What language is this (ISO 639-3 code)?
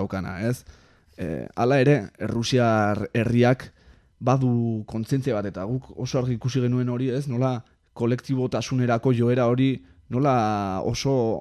eus